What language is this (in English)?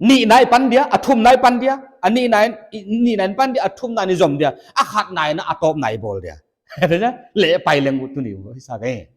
Paite Chin